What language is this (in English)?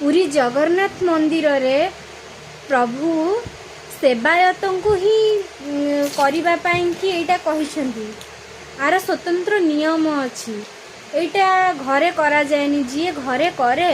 Odia